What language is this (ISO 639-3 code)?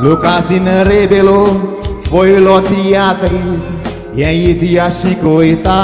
kok